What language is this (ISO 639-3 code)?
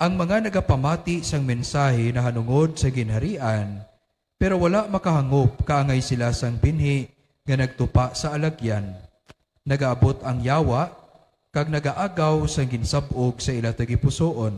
hil